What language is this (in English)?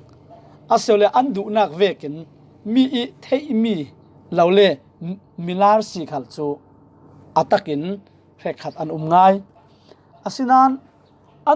Falam Chin